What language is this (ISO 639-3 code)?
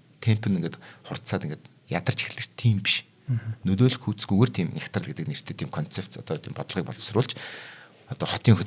mon